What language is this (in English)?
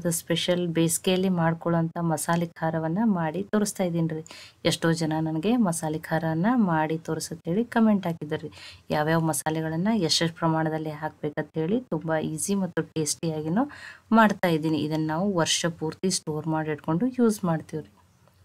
Kannada